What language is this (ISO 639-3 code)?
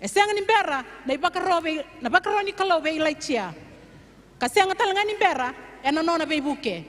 fij